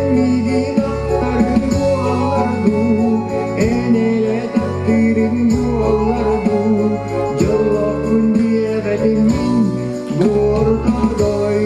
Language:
Yakut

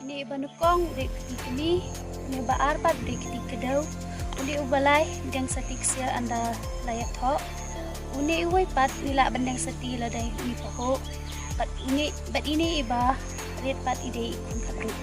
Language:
Khasi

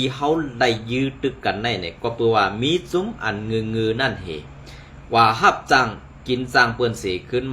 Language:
Shan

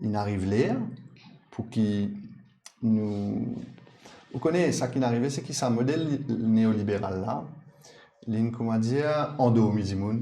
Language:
Morisyen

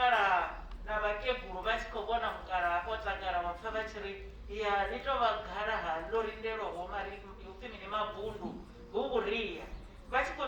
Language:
Venda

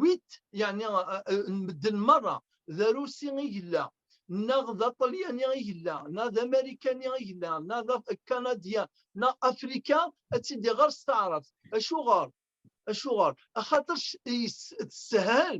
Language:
Kabyle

